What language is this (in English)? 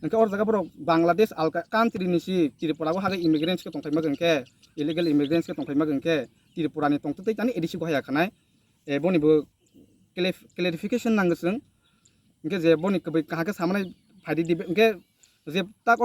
Kok Borok